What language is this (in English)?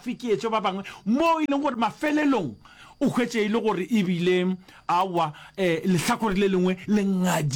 Northern Sotho